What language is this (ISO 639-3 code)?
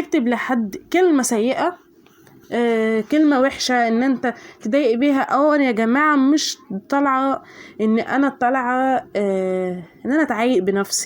arz